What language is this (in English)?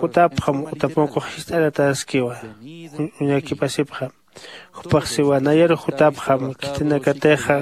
Aymara